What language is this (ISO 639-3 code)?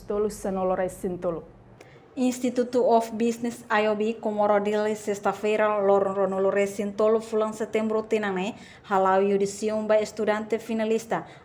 tet